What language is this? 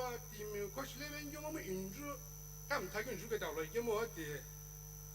Sumi Naga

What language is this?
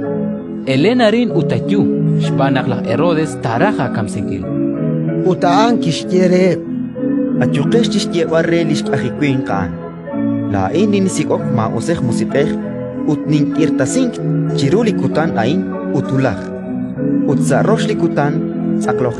Kekchí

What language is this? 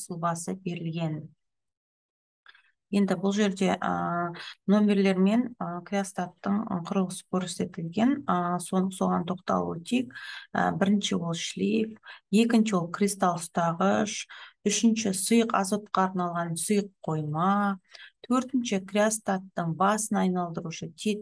Kazakh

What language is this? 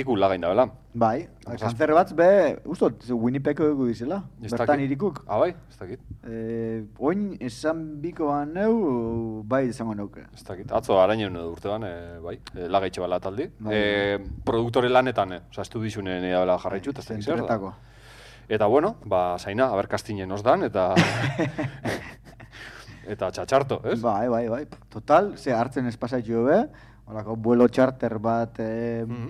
Basque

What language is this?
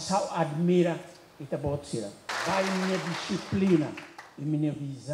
Tetum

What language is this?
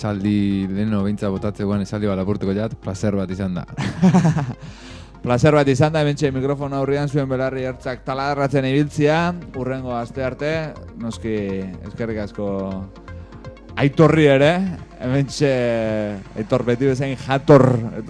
Basque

